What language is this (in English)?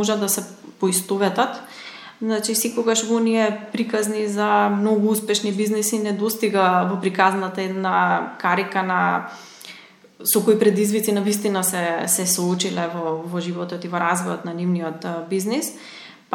Macedonian